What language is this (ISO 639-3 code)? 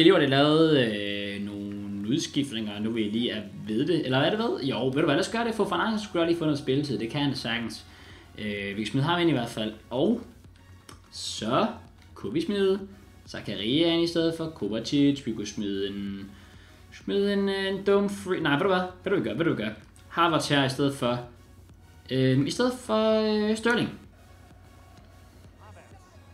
dan